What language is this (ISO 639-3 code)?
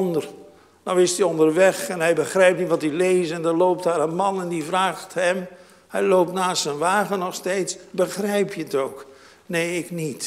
nld